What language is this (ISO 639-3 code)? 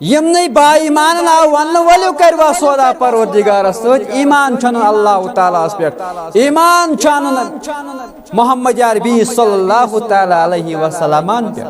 kas